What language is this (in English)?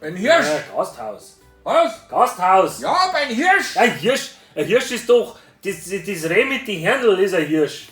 Bavarian